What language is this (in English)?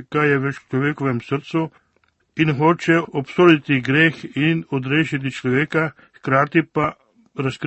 Slovenian